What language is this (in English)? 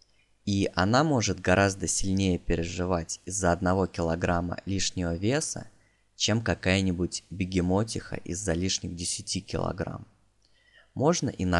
Russian